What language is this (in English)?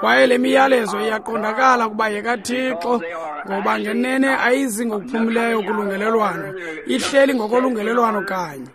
Xhosa